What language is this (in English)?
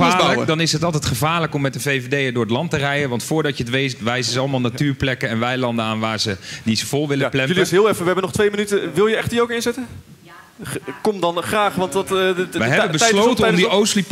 Dutch